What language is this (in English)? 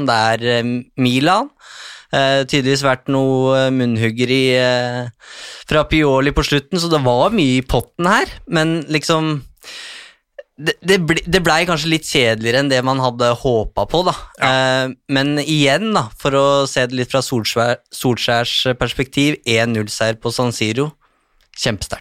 Norwegian